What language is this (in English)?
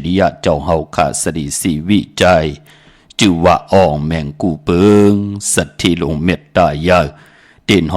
Shan